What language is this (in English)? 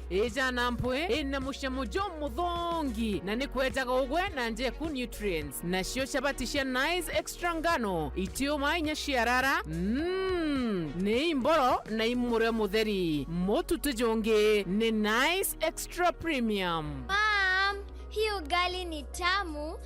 Meru